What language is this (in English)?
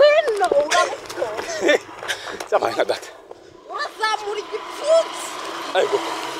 Kinyarwanda